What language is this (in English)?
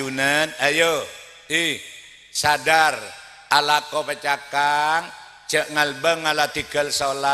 Madurese